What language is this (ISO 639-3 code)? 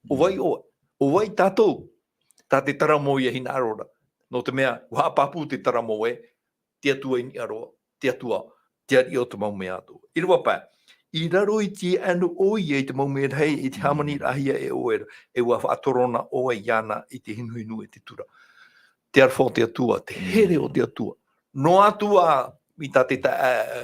tah